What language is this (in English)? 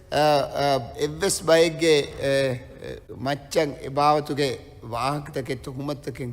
Divehi